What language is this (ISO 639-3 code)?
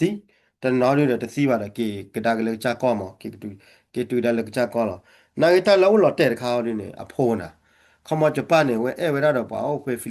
ksw